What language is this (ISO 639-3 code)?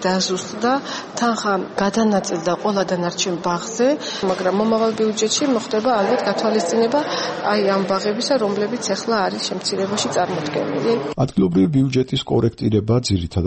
kat